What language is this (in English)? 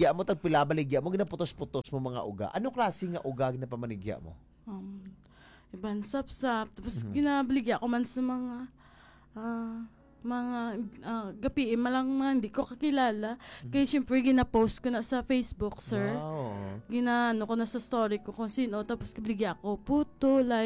Hiligaynon